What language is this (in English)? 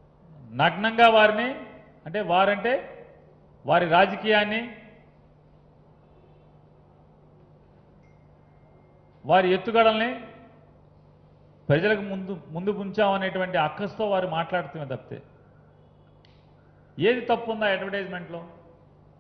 Telugu